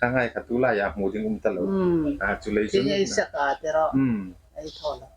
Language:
Hmar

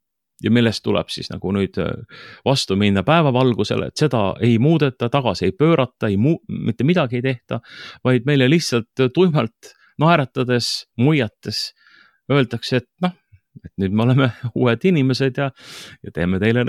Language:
Estonian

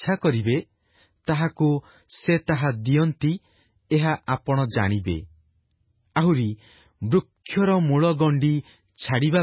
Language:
Odia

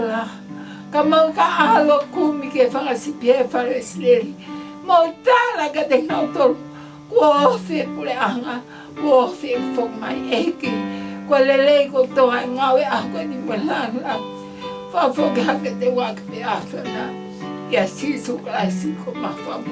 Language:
Tongan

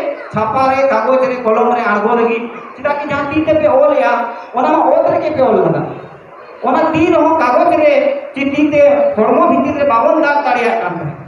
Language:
Santali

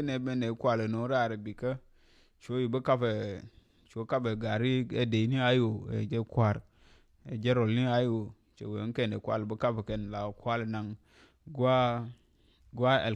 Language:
Nuer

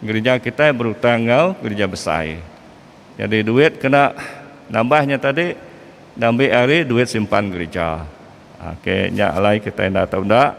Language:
Iban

